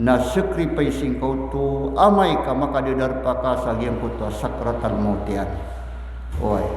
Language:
Maranao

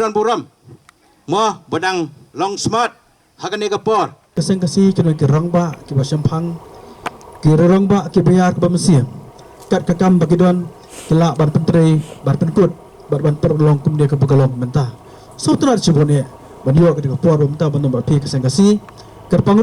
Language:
Khasi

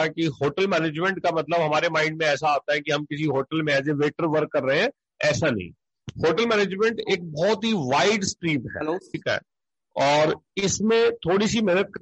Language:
Hindi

